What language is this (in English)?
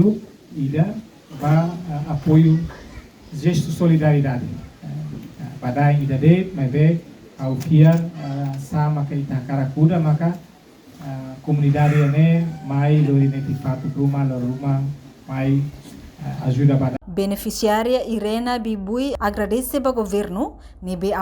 Tetum